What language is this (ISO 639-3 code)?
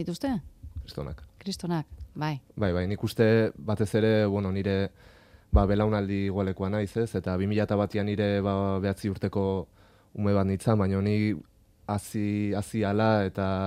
eus